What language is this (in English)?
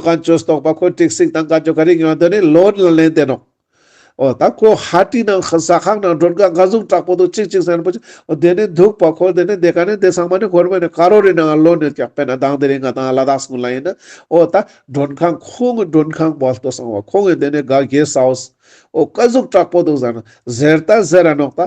Ladakhi